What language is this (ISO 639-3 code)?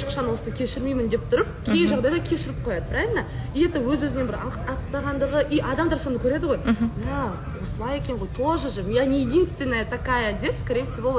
kaz